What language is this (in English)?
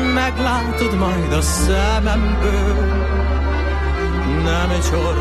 Hungarian